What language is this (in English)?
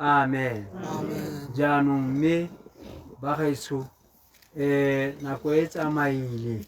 Tswana